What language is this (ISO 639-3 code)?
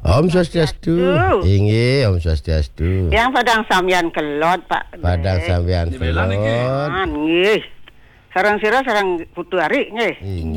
ban